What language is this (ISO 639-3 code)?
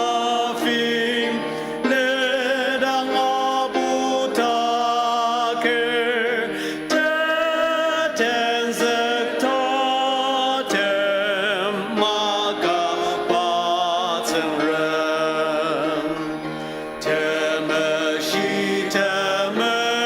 njo